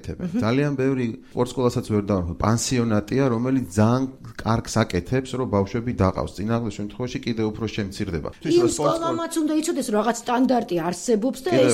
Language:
Georgian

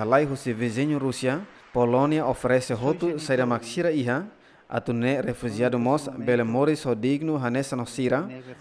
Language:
Tetum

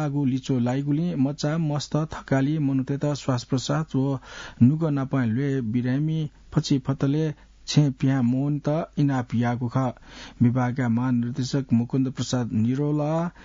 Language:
Newari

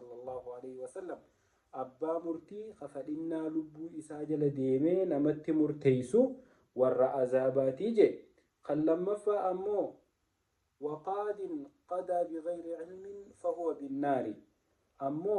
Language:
Oromo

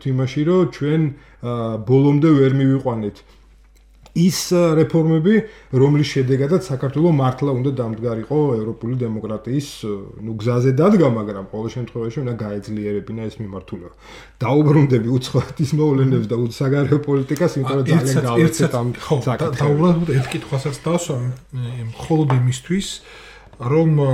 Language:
Georgian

